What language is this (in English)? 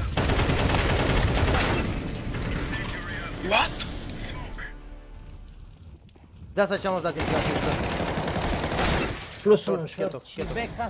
Romanian